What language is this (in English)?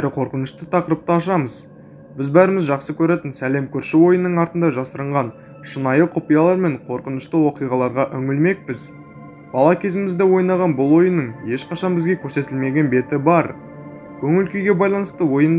Kazakh